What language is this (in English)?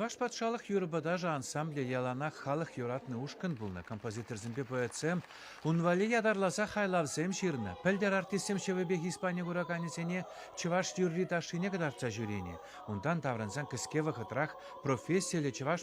Chuvash